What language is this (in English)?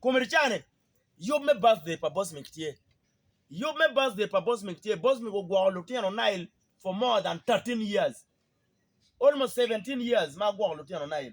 Acoli